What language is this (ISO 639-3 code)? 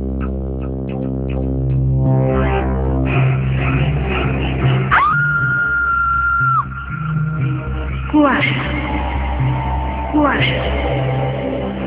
ben